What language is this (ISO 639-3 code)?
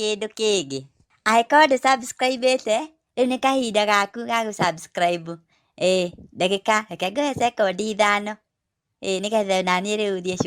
kik